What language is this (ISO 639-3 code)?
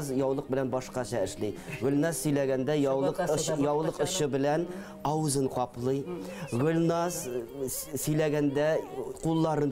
bak